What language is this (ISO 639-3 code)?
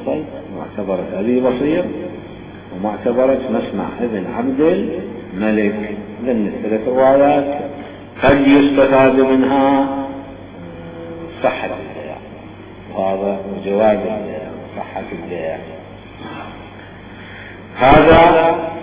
ara